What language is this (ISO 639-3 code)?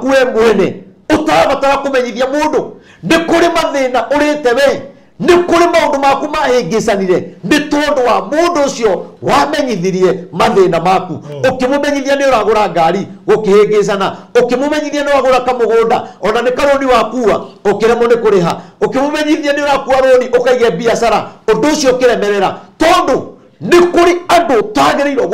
kik